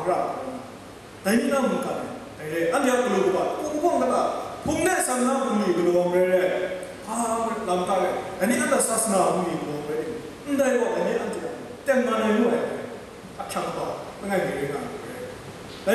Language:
Kachin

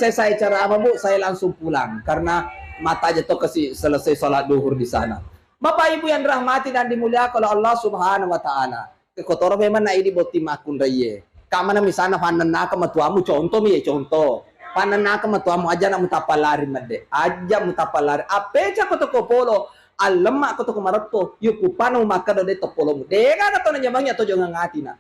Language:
Buginese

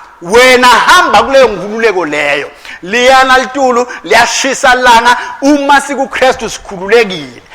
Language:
Swati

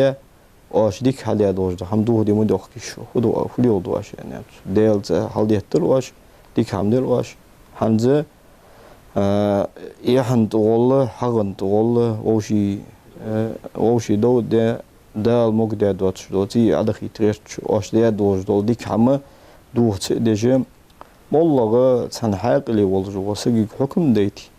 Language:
Ingush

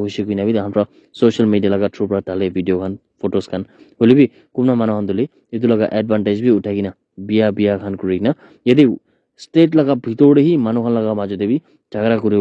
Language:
Naga Pidgin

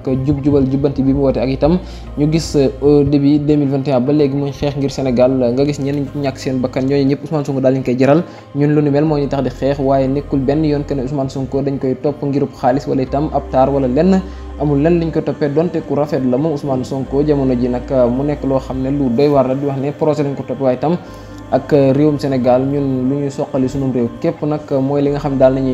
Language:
Wolof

